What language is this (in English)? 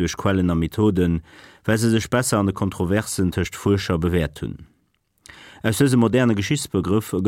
Luxembourgish